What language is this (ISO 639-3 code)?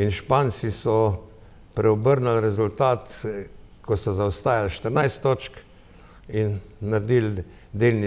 slv